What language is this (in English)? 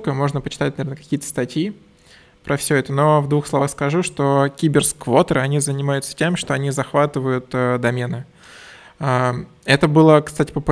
Russian